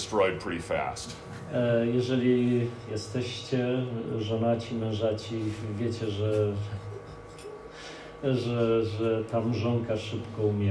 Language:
Polish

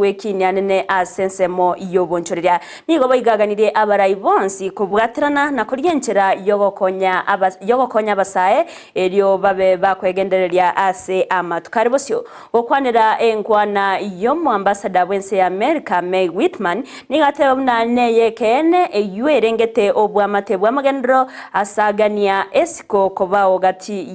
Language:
Gusii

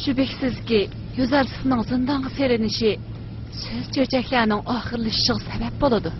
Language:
Uyghur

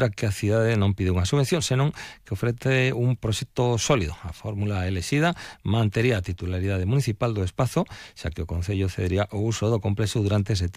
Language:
Galician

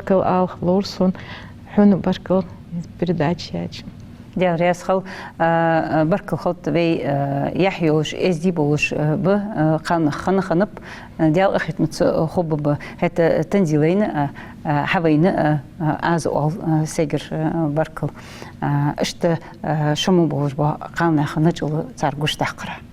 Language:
Ingush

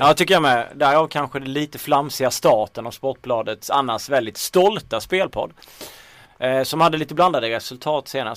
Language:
Swedish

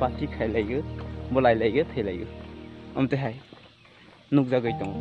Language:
Kok Borok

